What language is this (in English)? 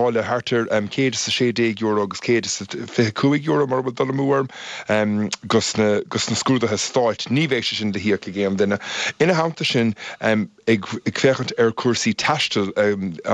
Irish